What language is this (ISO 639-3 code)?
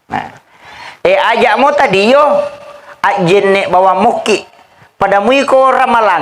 bug